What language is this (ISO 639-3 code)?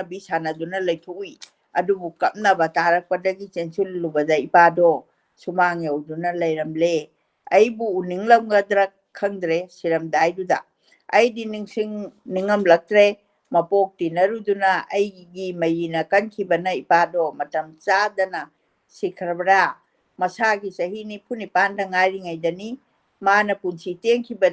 mni